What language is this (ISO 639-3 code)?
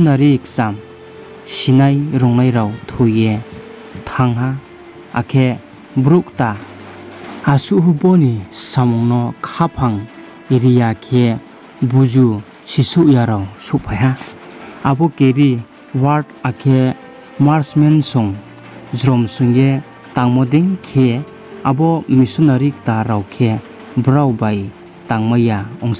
ria